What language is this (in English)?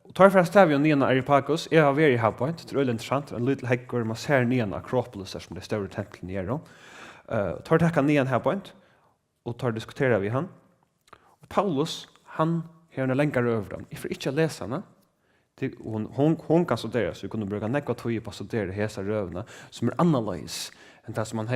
Faroese